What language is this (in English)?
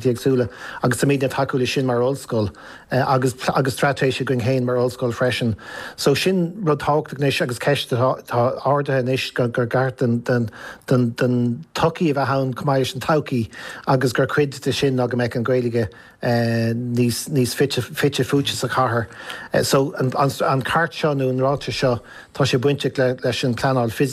Irish